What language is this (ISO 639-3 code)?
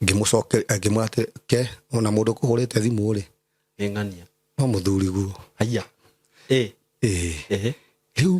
kik